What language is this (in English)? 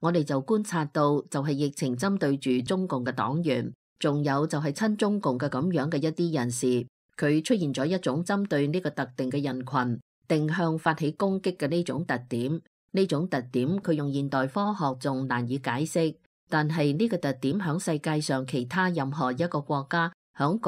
Cantonese